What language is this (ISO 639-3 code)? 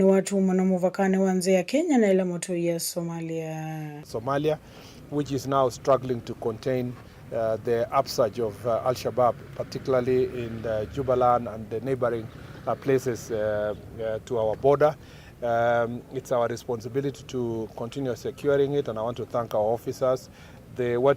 kam